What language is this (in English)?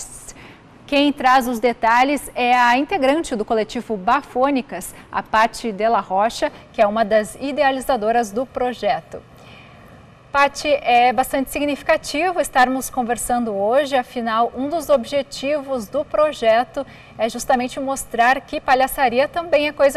Portuguese